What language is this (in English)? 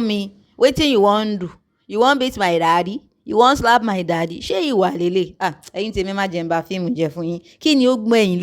Yoruba